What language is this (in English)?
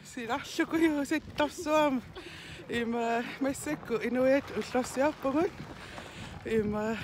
Kalaallisut